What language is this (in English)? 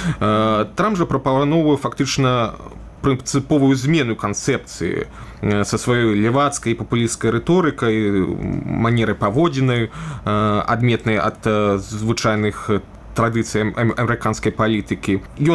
Belarusian